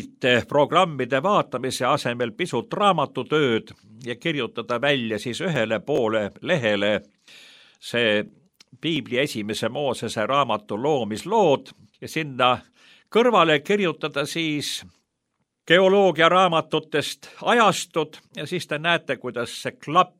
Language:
Estonian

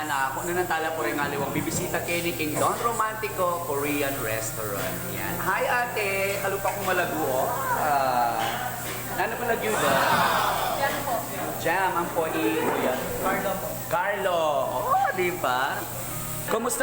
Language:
Pampanga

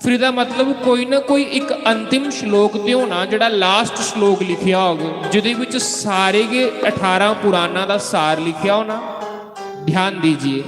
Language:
Dogri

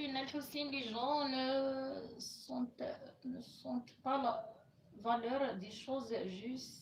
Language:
Kabyle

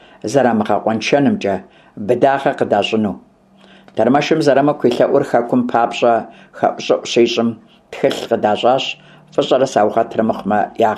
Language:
Kabardian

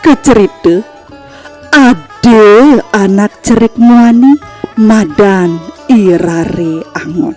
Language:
Balinese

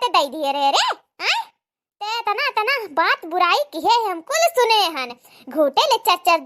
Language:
Awadhi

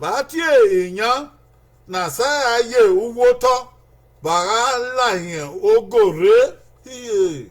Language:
Bini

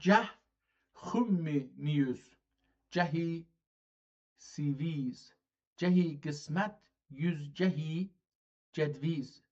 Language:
South Azerbaijani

